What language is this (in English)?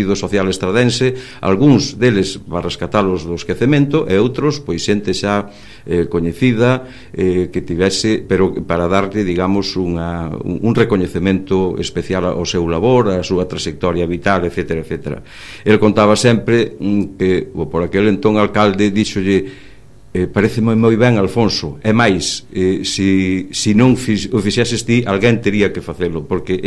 Galician